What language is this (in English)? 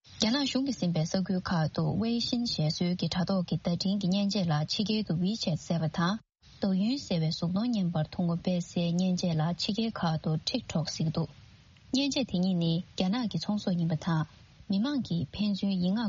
Tibetan